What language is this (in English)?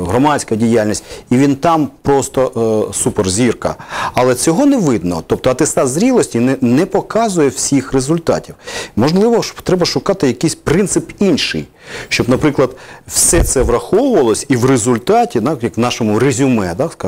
Ukrainian